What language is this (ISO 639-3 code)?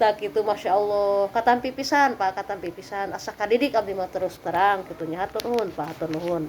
sun